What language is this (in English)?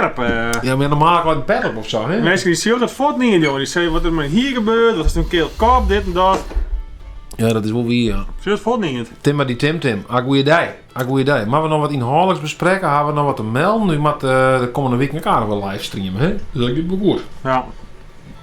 Western Frisian